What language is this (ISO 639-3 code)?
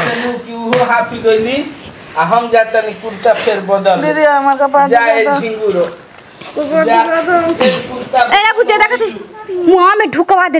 bho